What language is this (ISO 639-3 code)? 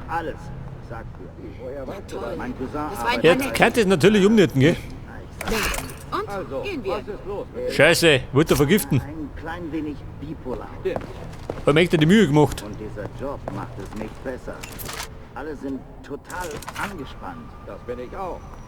bar